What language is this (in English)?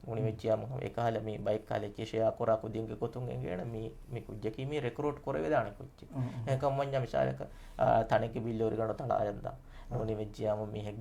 Divehi